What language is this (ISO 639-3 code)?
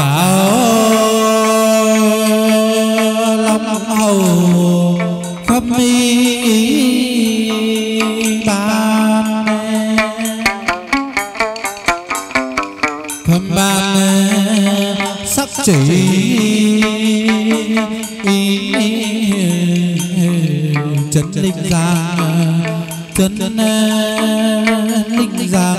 vie